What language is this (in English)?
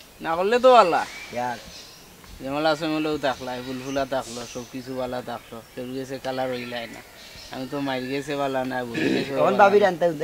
Sylheti